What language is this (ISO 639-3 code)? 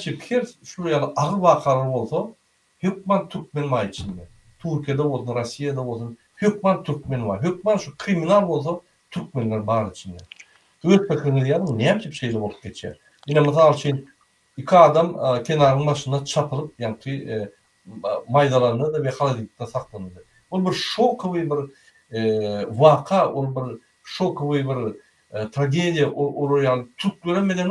tuk